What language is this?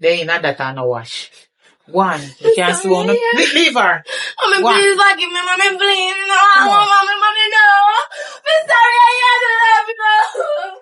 Jamaican Creole English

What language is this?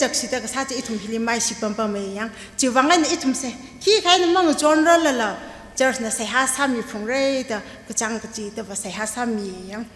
Tangkhul Naga (India)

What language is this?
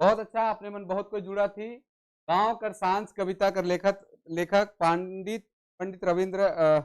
Sadri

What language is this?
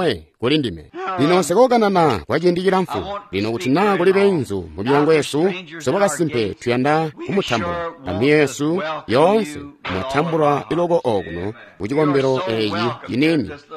Tonga (Zambia)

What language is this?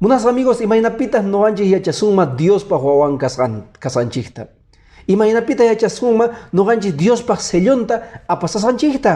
Quechua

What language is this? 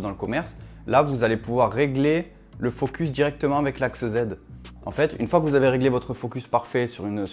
French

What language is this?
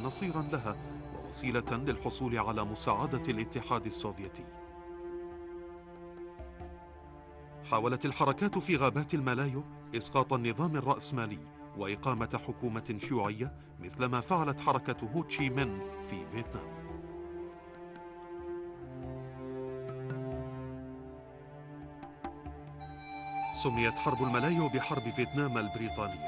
Arabic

